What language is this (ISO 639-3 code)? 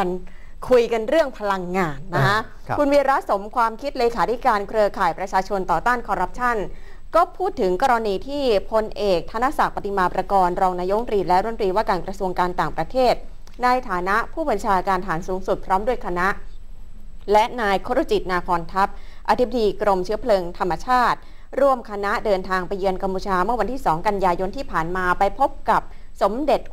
tha